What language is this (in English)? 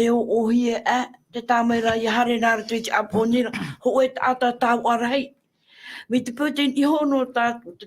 Tahitian